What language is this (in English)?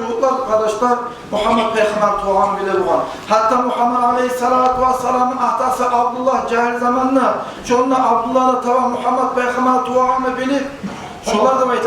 Kumyk